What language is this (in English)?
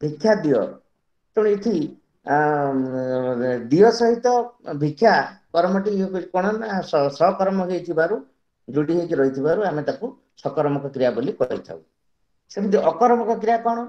Odia